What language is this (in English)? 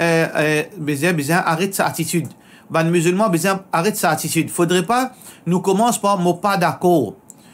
Morisyen